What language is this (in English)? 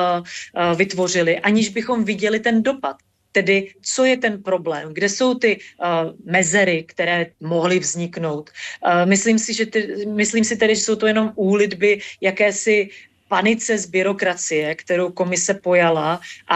Czech